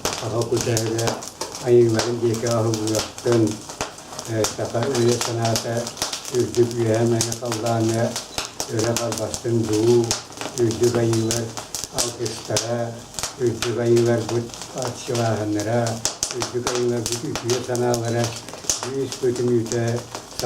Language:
Yakut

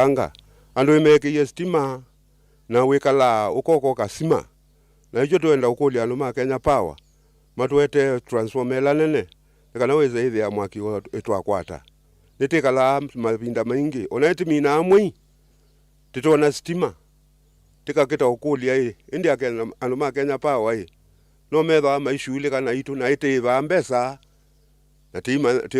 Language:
Kamba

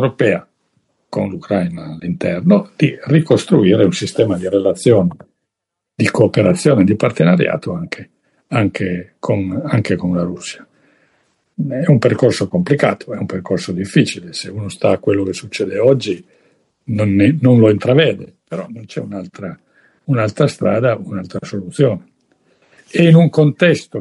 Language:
Italian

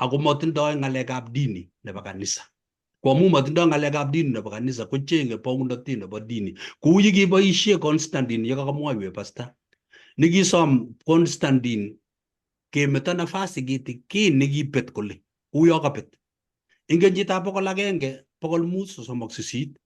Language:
Kalenjin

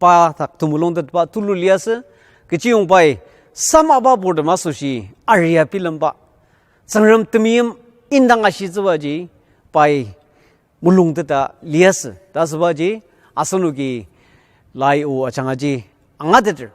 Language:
Ao Naga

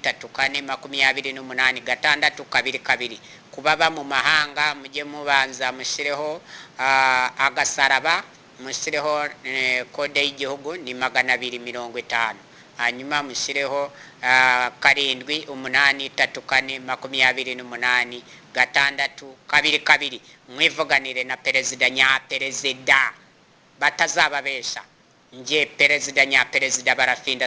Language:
Kinyarwanda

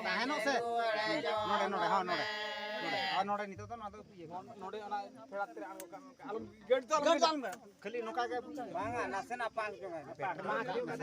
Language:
Santali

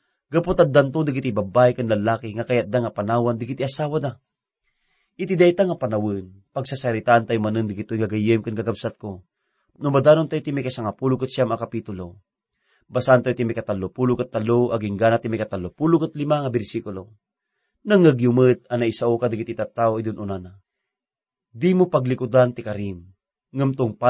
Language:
Iloko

